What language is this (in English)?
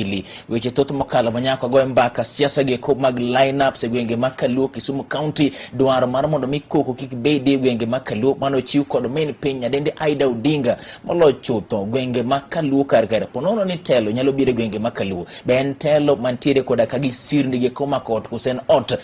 Luo (Kenya and Tanzania)